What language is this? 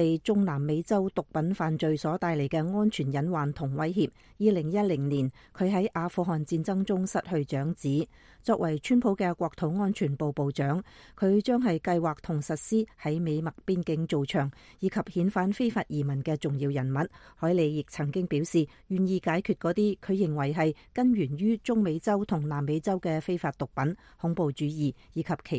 Cantonese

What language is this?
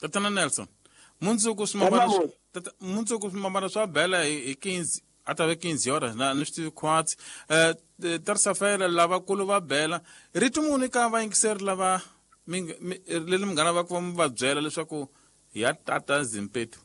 Tsonga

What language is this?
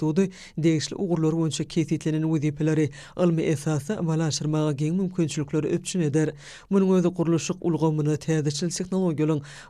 Turkmen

